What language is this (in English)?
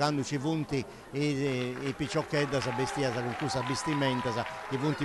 Sardinian